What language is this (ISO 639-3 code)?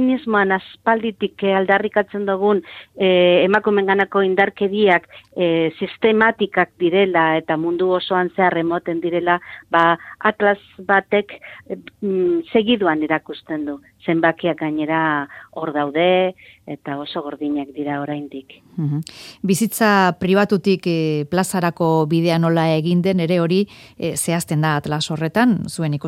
eus